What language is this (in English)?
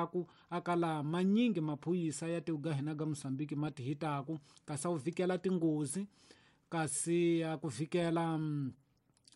Tsonga